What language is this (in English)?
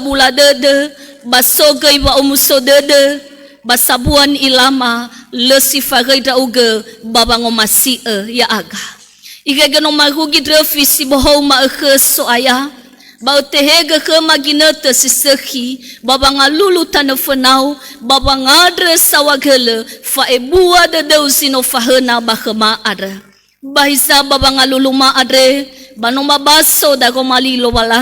Nias